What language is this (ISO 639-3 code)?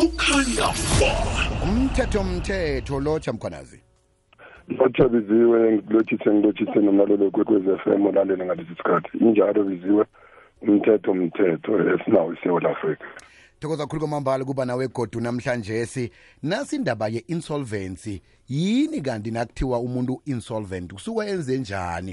nbl